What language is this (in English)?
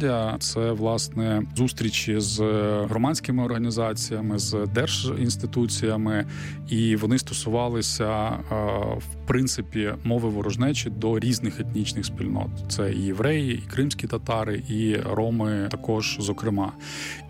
Ukrainian